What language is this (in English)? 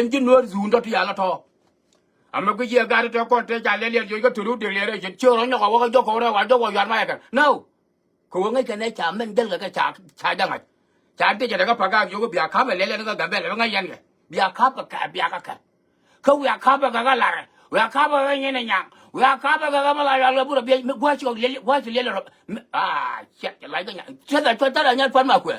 Nuer